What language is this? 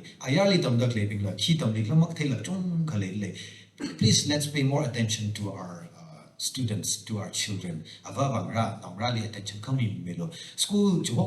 Tangkhul Naga (India)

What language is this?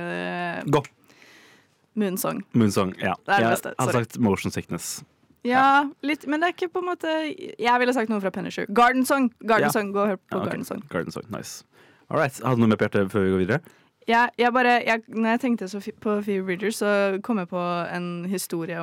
Norwegian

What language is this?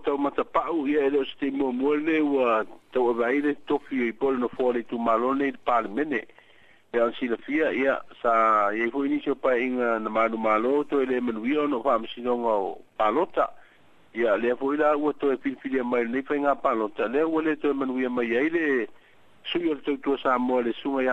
Samoan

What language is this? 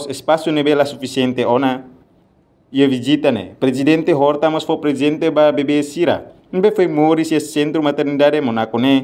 Tetum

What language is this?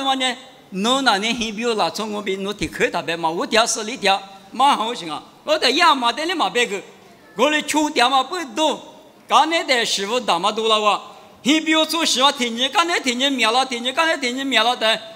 Lisu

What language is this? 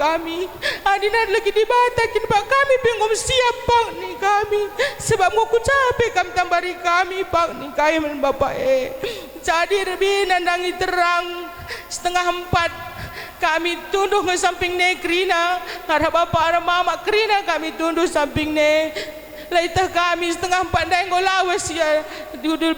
Batak Karo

